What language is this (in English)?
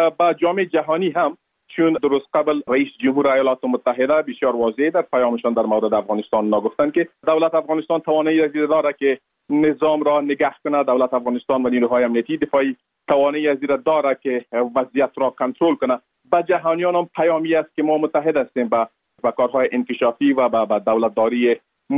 Persian